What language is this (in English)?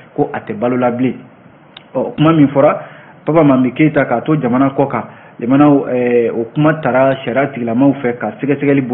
Bambara